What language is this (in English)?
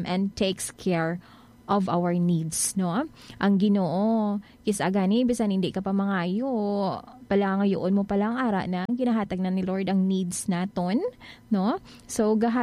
Hiligaynon